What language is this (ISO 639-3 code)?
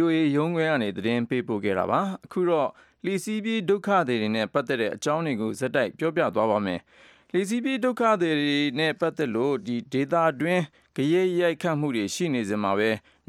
mya